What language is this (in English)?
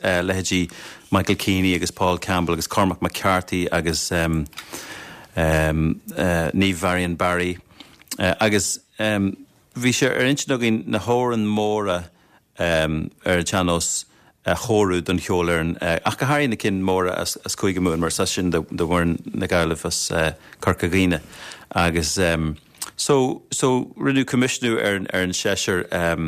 Irish